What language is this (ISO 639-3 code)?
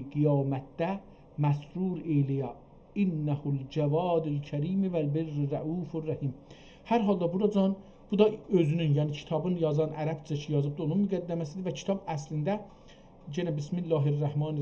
azb